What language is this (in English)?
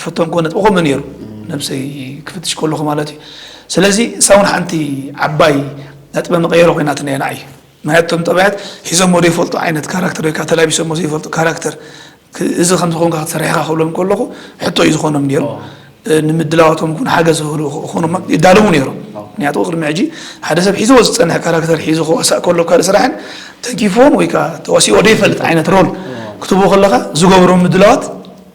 Tigrinya